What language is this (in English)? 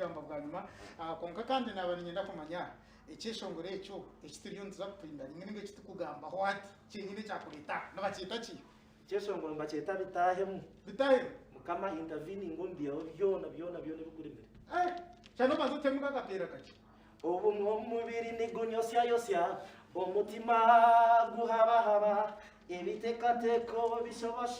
Nyankole